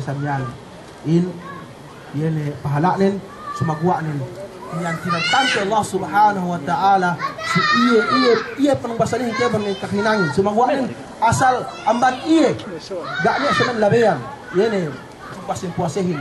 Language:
Yakan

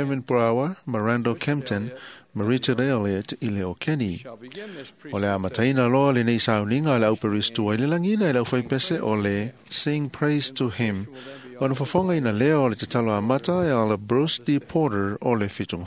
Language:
Samoan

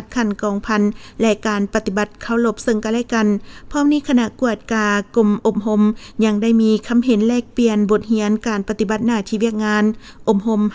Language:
Lao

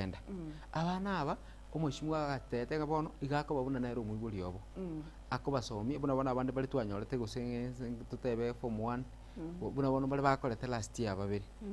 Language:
Gusii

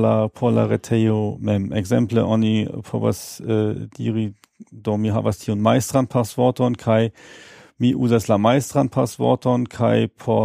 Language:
Esperanto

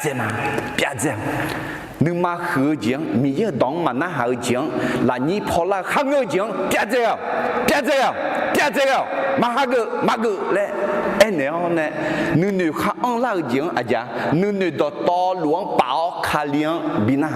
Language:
Akha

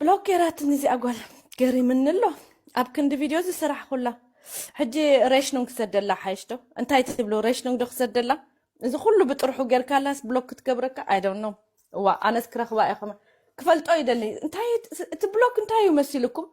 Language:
Tigrinya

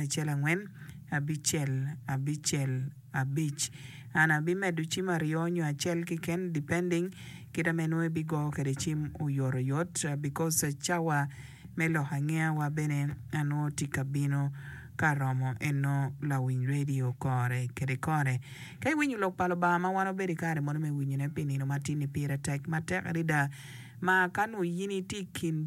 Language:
Acoli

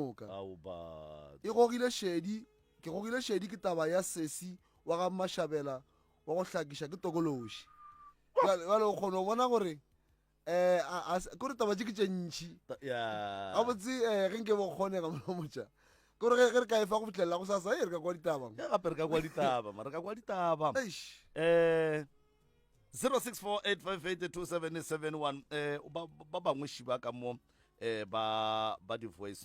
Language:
Northern Sotho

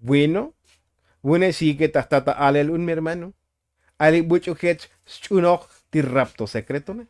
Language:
Tzotzil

